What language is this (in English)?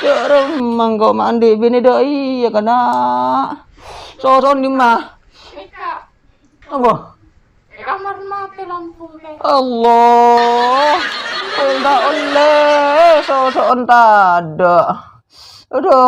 Madurese